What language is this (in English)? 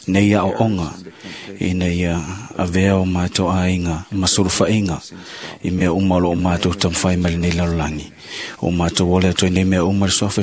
Samoan